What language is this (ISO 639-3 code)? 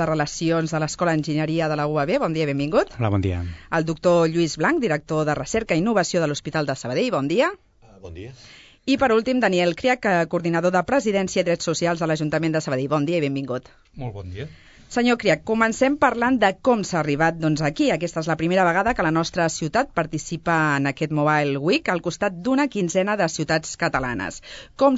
cat